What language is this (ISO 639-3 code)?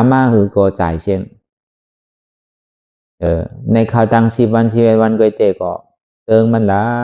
shn